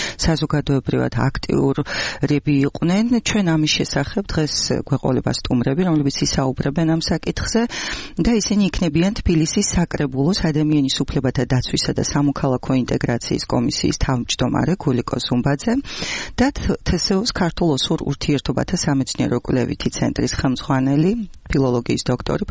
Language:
Georgian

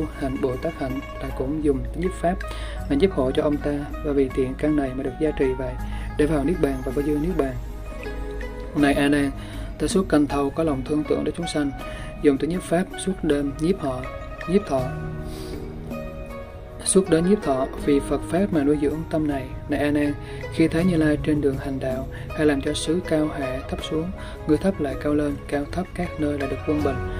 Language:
Vietnamese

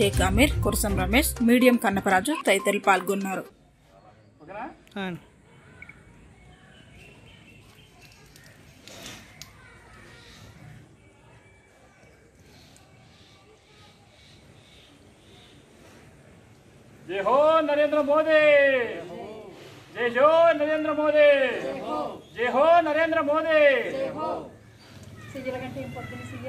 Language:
Telugu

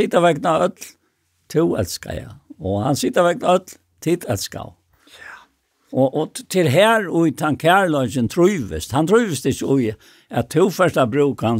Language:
Faroese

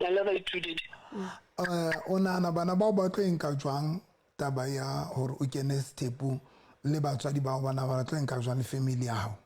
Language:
Southern Sotho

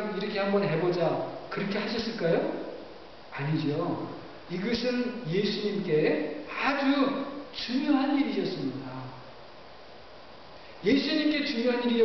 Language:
Korean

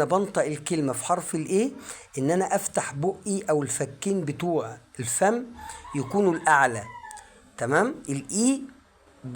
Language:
Egyptian Arabic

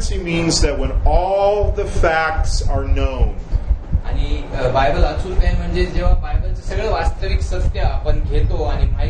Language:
Marathi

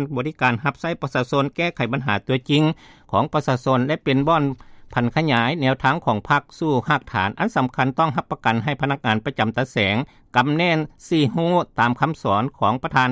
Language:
Lao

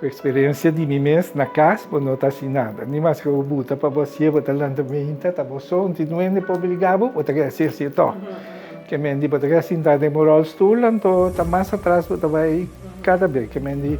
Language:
Papiamento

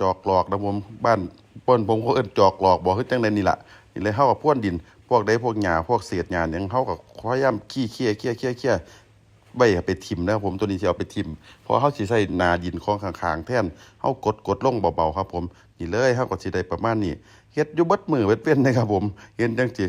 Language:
Northeastern Thai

